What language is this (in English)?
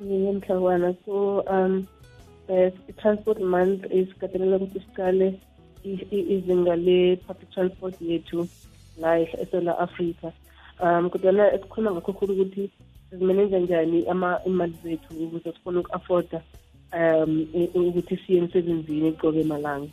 South Ndebele